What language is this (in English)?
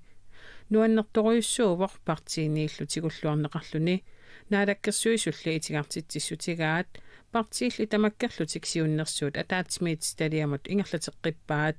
Kalaallisut